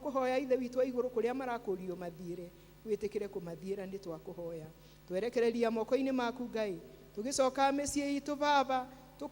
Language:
Kikuyu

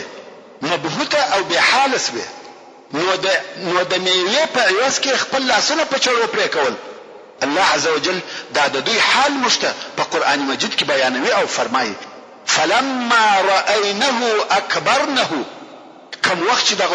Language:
Pashto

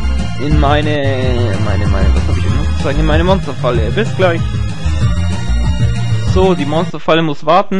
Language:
German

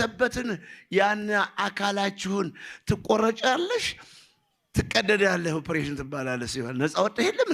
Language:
Amharic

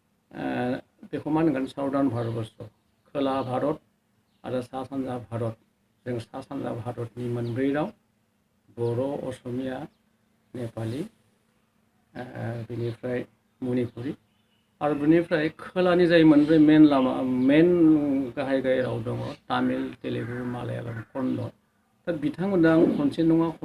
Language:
Bodo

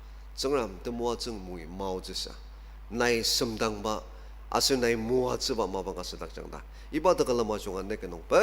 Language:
Ao Naga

